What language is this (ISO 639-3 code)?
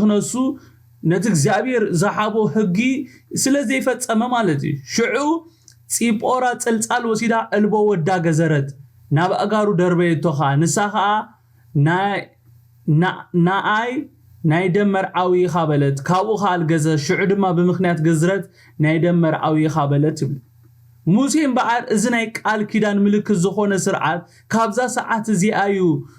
tir